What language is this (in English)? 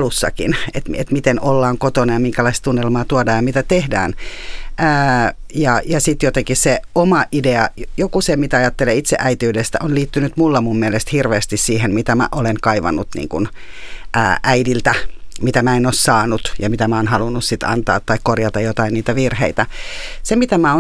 Finnish